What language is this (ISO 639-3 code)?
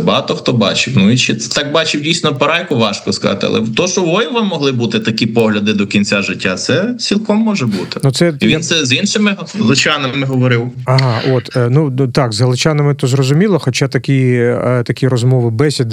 ukr